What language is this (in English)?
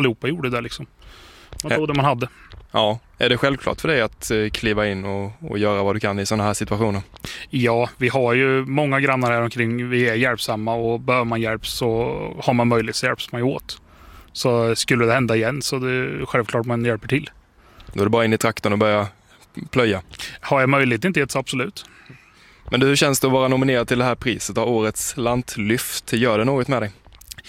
Swedish